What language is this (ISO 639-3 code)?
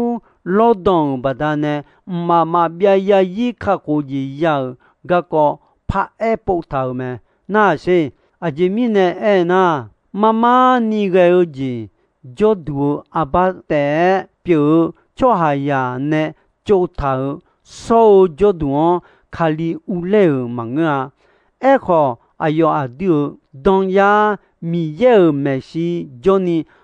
ahk